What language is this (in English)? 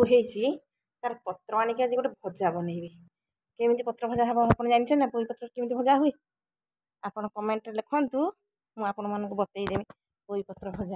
Odia